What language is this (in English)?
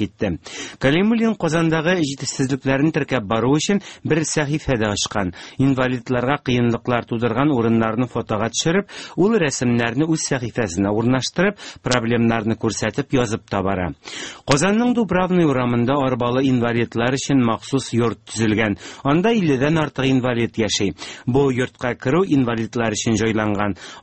Tatar